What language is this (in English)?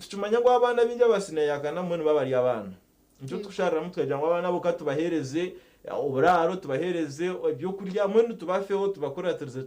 Nyankole